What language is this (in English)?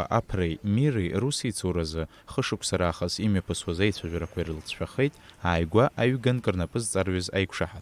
Abkhazian